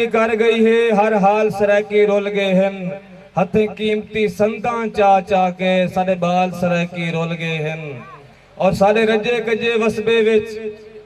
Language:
Saraiki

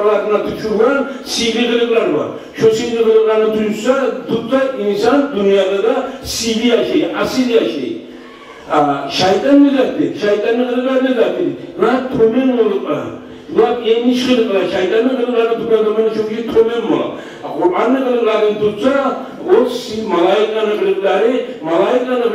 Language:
Kumyk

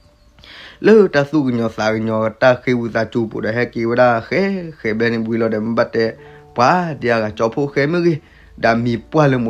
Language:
S'gaw Karen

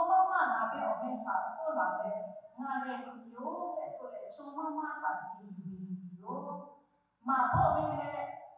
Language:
Lahu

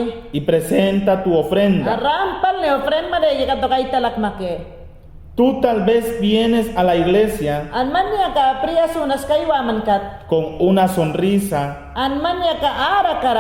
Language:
Mayangna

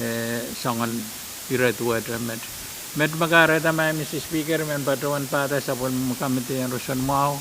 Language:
Pohnpeian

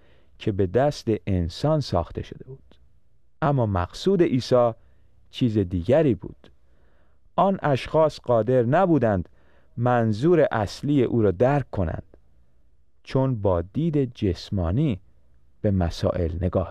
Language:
Persian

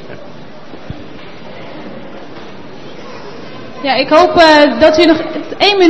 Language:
Dutch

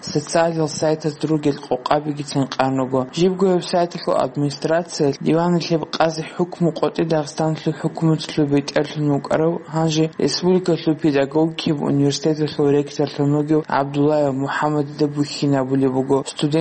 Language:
Avaric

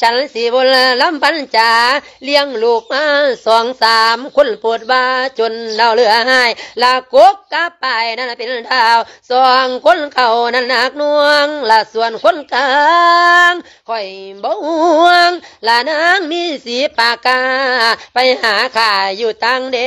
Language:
Lao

